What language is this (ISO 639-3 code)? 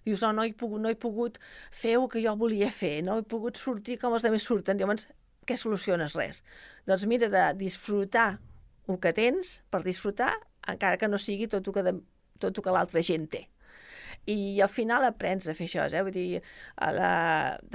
cat